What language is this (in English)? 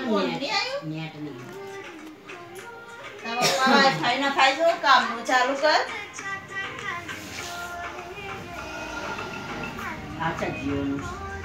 Gujarati